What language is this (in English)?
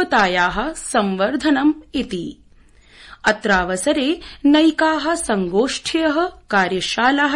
Sanskrit